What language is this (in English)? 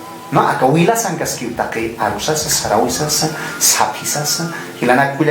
Aymara